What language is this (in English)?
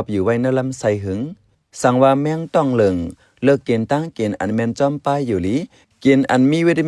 Shan